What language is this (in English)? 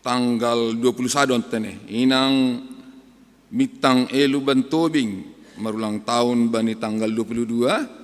Batak Simalungun